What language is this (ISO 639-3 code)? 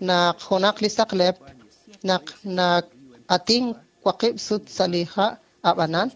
kek